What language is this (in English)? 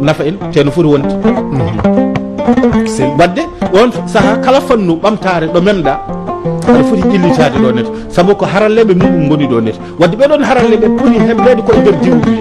Fula